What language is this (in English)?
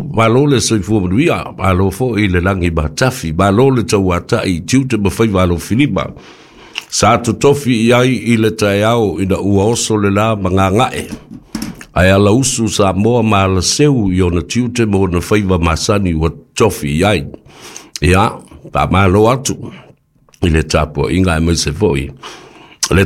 Samoan